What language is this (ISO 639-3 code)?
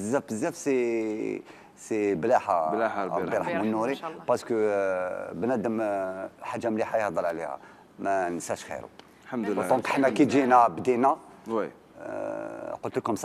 arq